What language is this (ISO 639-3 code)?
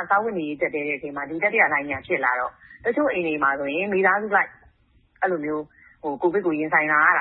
mya